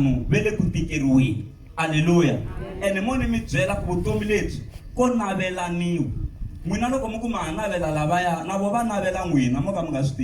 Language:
Tsonga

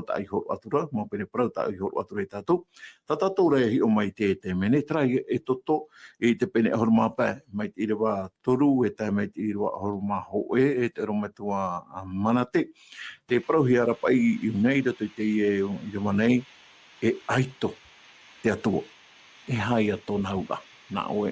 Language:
Tahitian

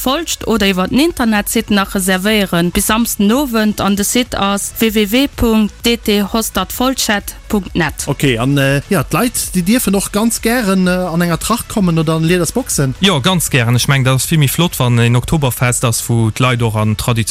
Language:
Luxembourgish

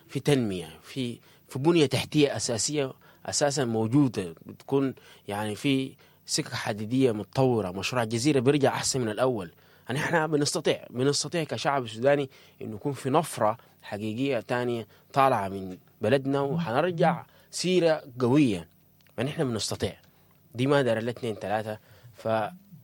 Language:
Sudanese Arabic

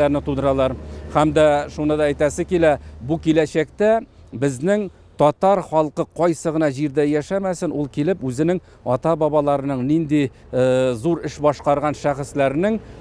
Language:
Tatar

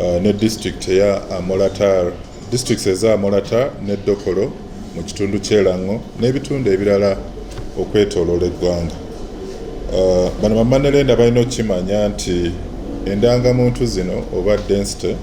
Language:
Ganda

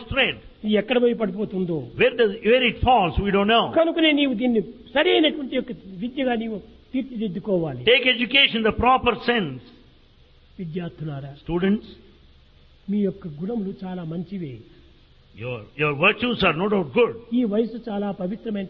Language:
Telugu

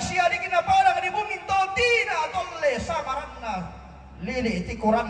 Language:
Toraja-Sa'dan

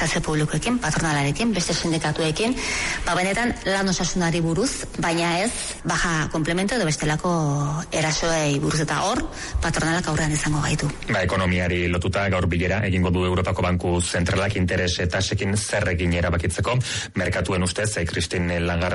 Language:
Basque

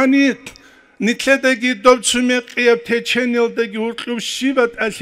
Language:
Avaric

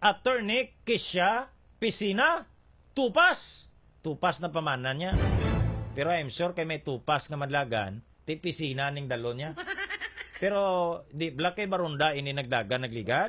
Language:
Hiligaynon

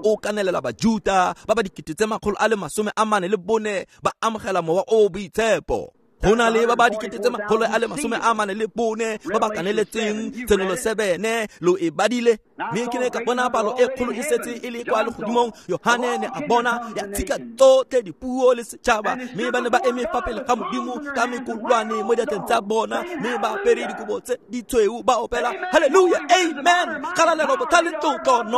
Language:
Tswana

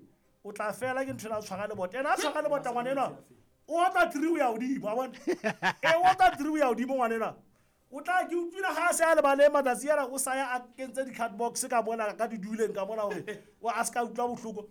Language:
Southern Sotho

